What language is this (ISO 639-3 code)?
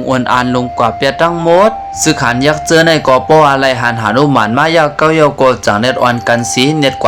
shn